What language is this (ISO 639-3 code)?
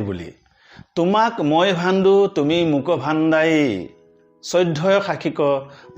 asm